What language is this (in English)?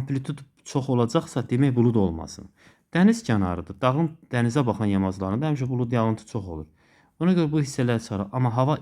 Azerbaijani